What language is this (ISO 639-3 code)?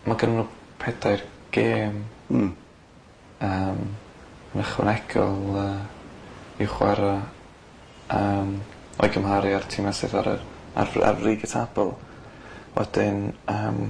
cym